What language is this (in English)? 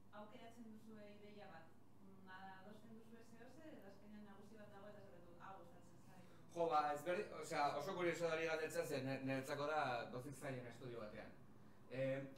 Basque